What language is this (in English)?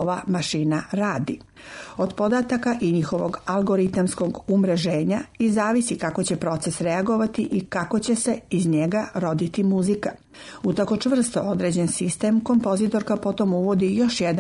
Serbian